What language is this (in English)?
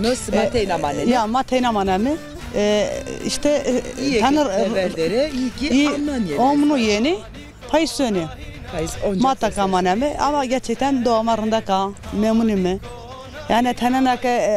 Zaza